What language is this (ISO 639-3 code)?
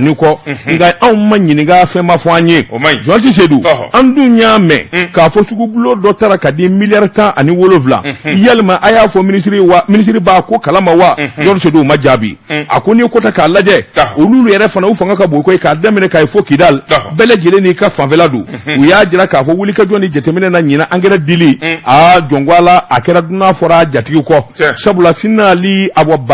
bam